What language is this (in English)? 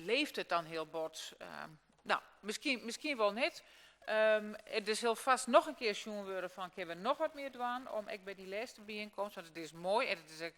Western Frisian